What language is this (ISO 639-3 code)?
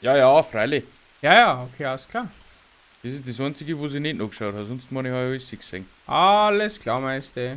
bar